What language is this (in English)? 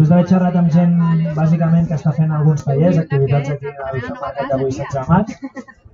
Catalan